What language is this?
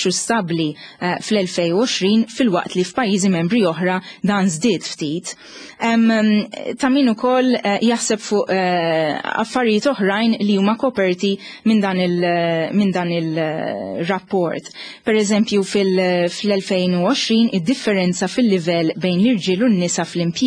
Maltese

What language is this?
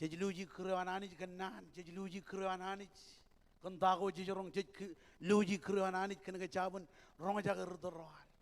Marshallese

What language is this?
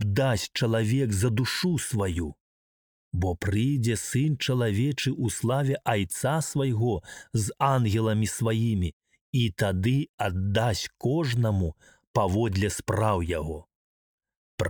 Belarusian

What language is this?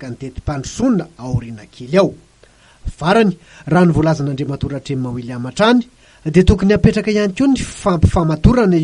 Malagasy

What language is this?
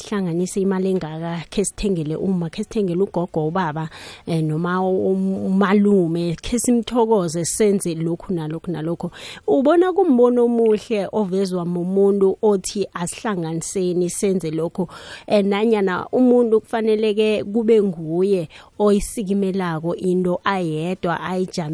South Ndebele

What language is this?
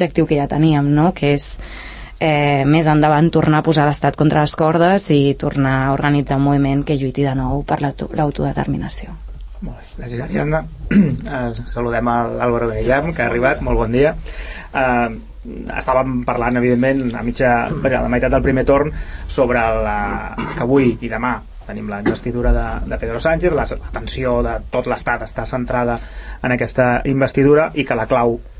Catalan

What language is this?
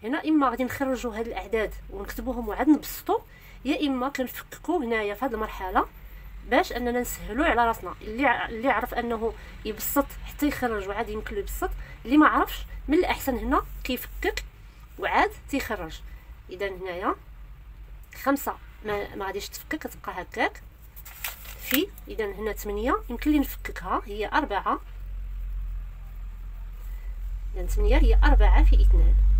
Moroccan Arabic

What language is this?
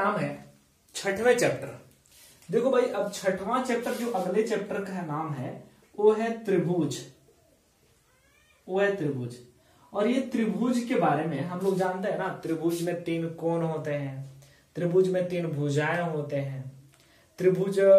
Hindi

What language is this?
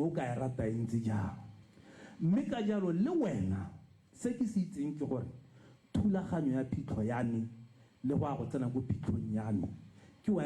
Tswana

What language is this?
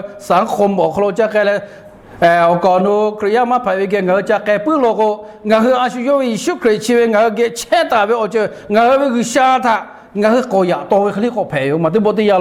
Lahu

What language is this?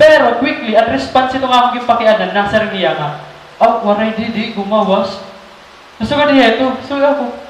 Waray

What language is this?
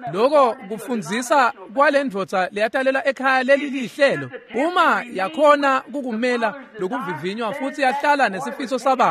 Swati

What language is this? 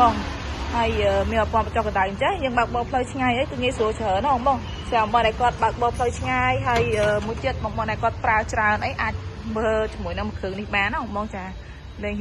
Khmer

